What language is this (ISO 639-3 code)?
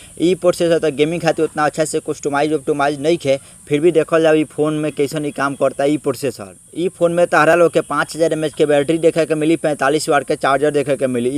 bho